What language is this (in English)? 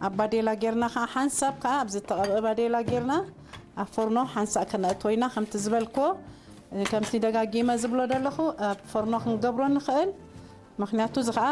Tigrinya